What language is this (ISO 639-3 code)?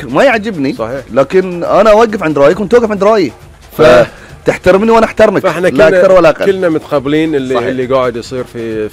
afb